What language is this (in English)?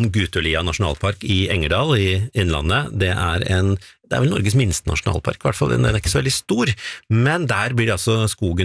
Norwegian